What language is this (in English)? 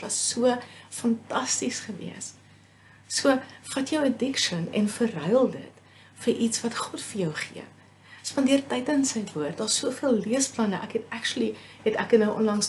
Afrikaans